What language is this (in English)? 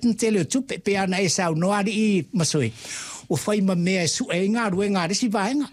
Samoan